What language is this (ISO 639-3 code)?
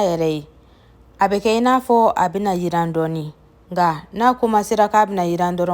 bam